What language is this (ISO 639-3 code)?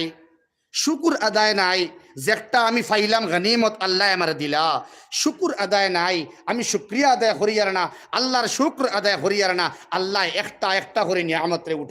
syl